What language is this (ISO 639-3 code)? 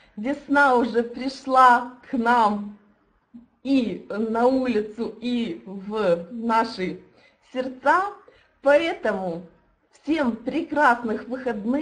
rus